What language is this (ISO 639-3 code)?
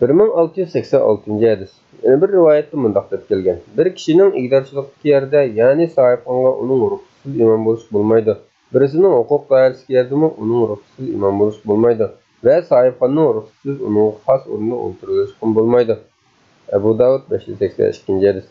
uig